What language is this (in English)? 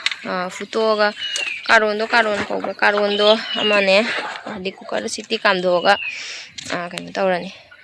Manipuri